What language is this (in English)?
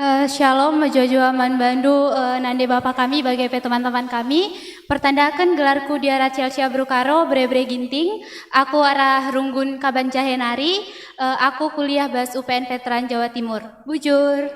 Batak Karo